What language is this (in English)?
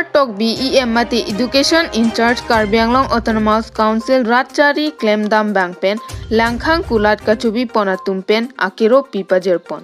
Karbi